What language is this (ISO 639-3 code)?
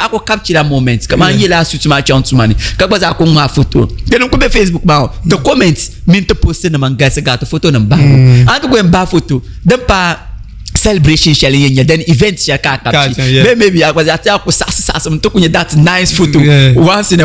dag